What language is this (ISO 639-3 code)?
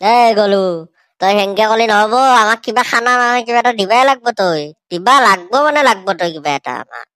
asm